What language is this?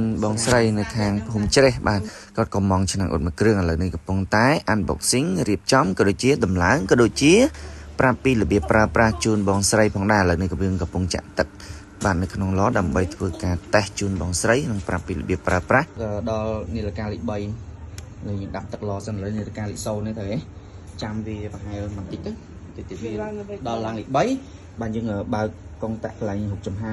Khmer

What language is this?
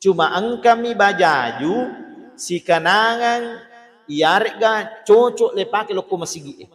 Buginese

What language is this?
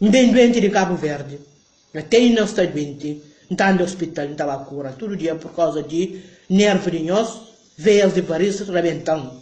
Kabuverdianu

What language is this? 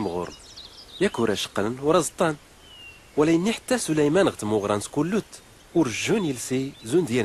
Tachelhit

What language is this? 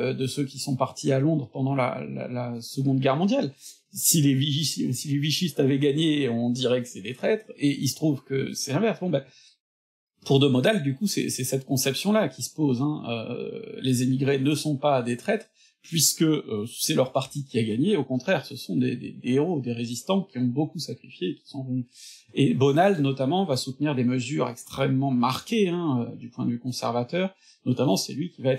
French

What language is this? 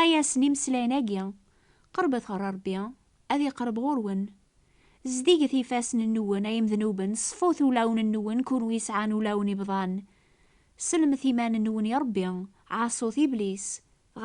Kabyle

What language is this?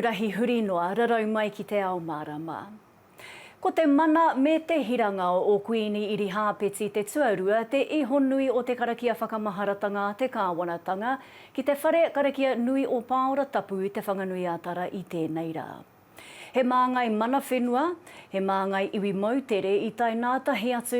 Māori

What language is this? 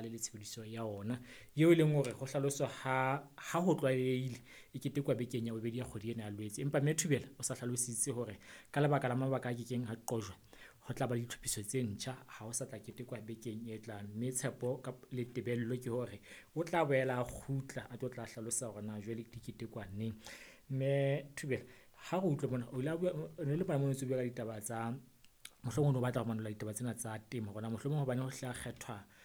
Southern Sotho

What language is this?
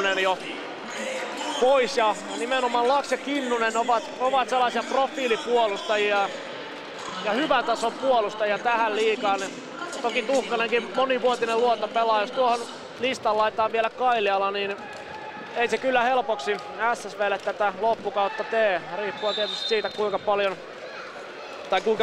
Finnish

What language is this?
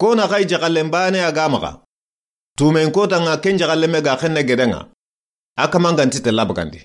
Soninke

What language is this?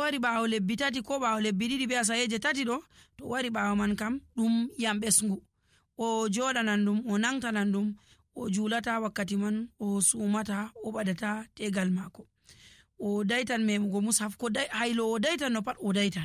Nigerian Fulfulde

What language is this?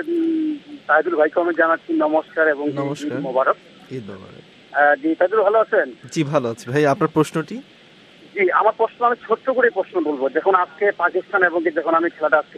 Bangla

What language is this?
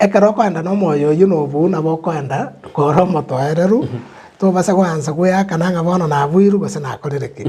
Gusii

